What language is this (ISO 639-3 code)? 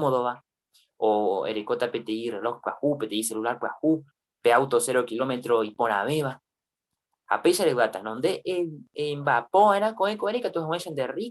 grn